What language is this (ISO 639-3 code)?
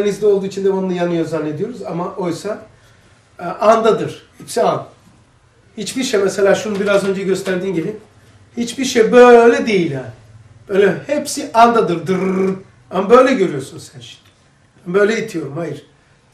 tur